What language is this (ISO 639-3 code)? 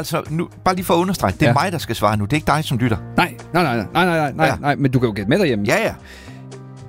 dan